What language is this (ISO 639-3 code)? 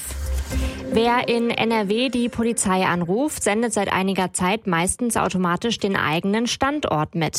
deu